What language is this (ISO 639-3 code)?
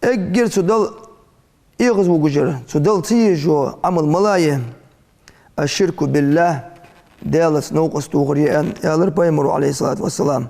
inh